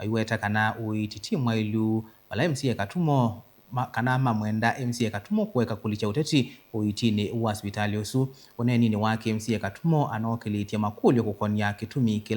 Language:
Kamba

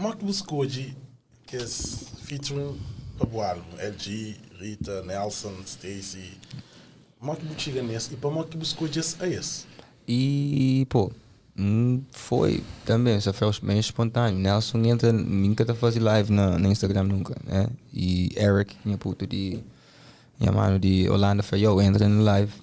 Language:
Kabuverdianu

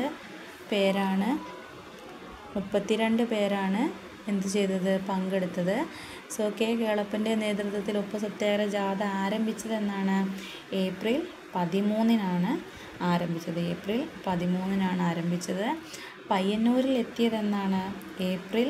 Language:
Malayalam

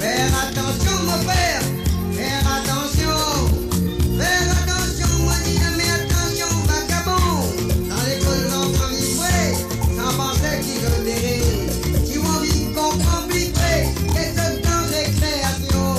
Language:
Morisyen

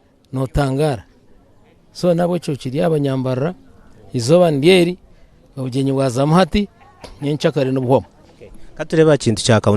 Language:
Nyankole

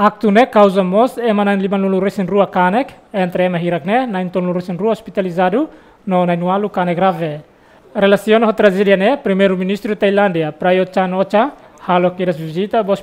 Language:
Tetum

